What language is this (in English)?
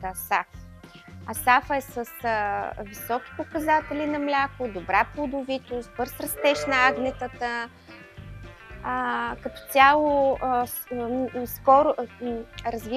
Bulgarian